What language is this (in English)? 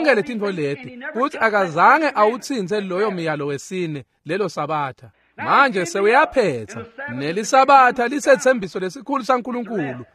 Swati